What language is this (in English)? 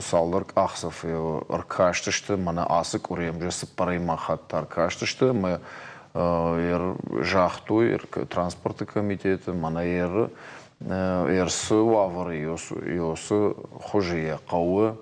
Ossetic